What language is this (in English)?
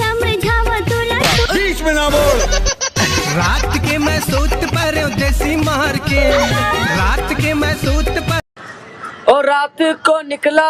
Chhattisgarhi